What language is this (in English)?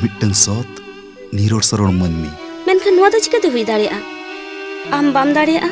Santali